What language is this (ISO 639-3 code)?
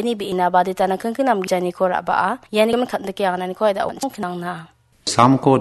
grt